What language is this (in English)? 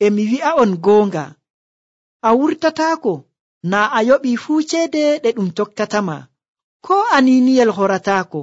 Nigerian Fulfulde